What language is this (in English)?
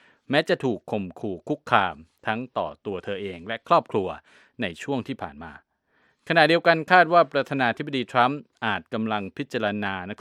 Thai